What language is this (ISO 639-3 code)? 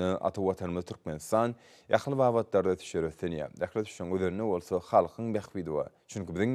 tuk